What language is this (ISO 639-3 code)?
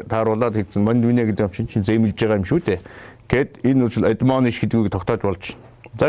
mon